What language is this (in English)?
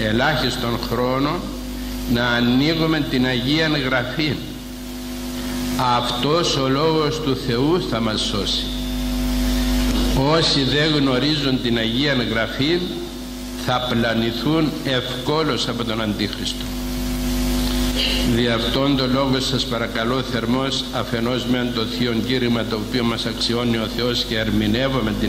Greek